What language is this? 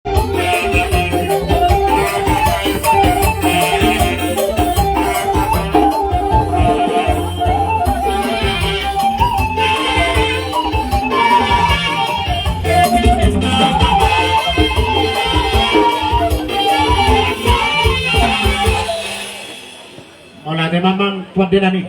Batak Toba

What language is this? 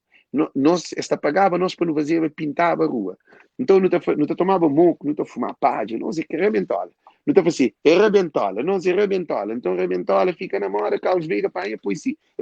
Kabuverdianu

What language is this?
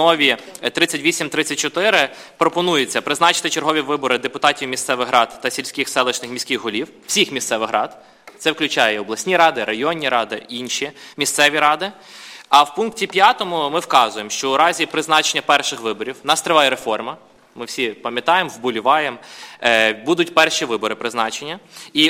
Ukrainian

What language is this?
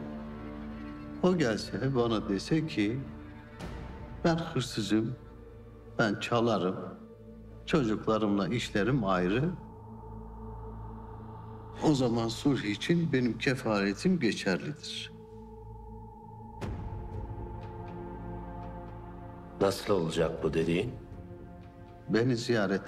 Turkish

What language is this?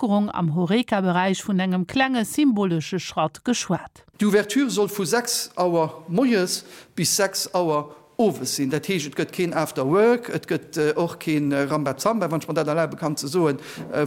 Luxembourgish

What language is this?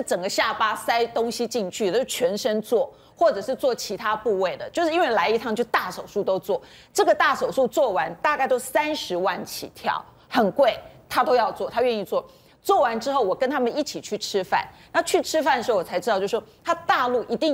Chinese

